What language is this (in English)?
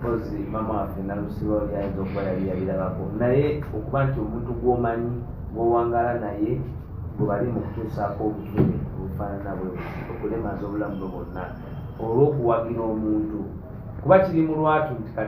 Ganda